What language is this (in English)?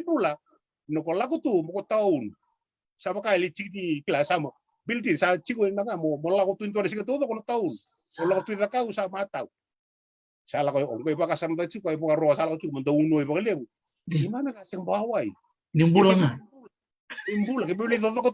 Fijian